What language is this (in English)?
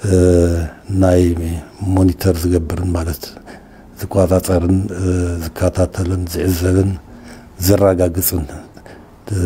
Tigrinya